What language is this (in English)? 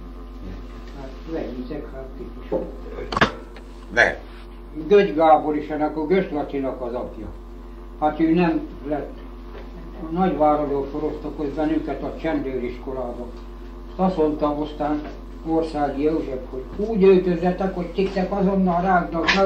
Hungarian